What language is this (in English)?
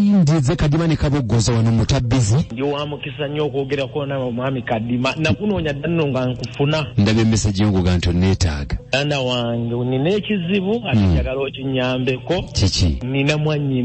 Ganda